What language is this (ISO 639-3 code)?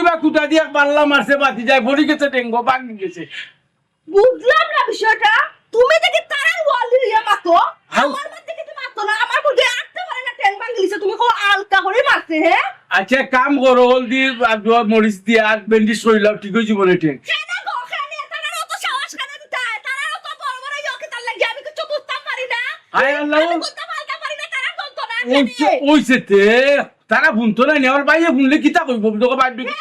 syl